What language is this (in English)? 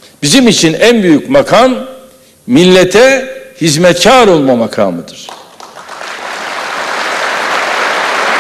Turkish